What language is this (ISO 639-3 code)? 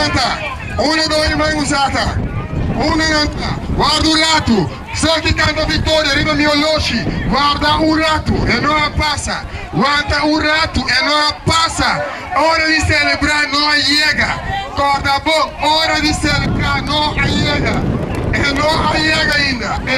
pap